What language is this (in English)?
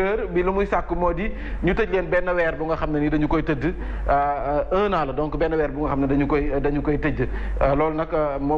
Wolof